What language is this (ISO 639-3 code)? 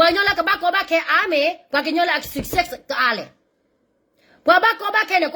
ksw